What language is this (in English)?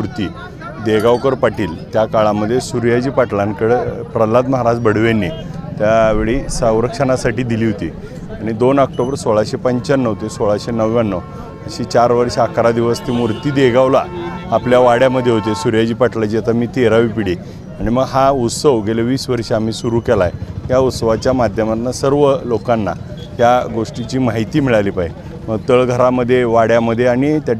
Marathi